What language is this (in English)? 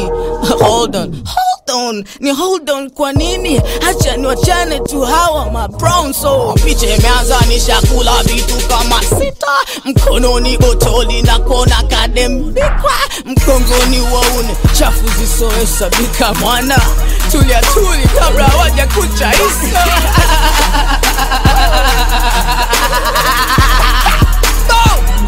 Swahili